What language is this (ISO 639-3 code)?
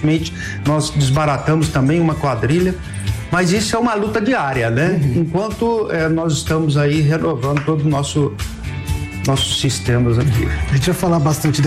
por